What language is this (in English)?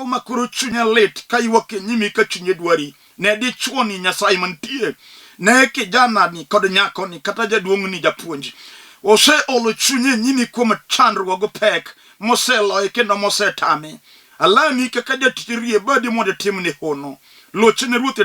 Luo (Kenya and Tanzania)